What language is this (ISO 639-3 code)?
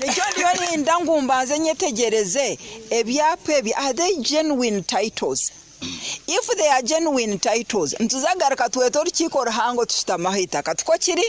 nyo